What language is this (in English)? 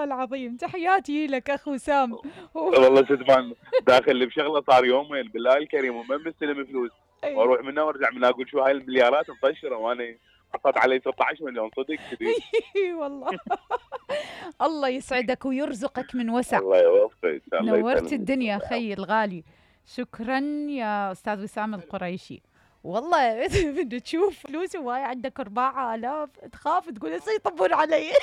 Mesopotamian Arabic